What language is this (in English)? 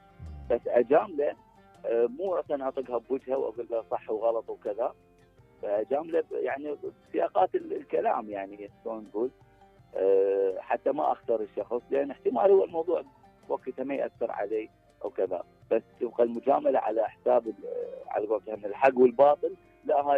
Mesopotamian Arabic